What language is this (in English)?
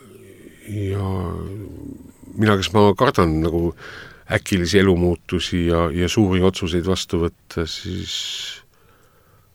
Estonian